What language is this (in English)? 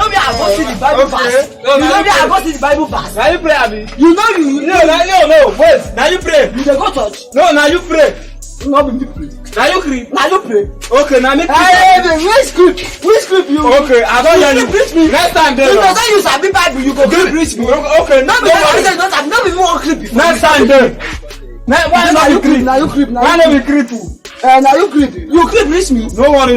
Nigerian Pidgin